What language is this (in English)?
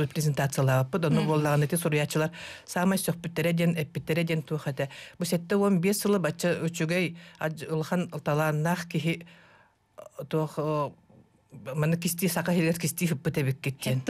Yakut